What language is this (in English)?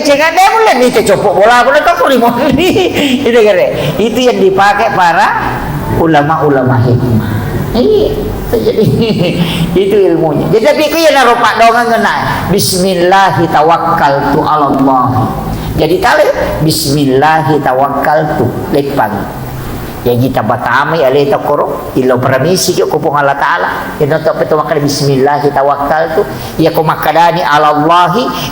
Buginese